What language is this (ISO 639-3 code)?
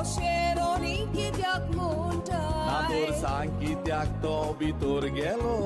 kok